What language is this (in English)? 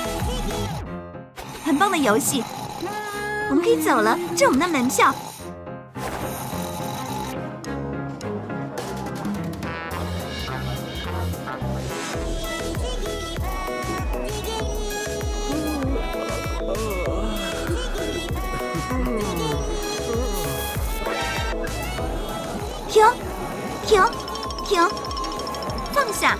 Chinese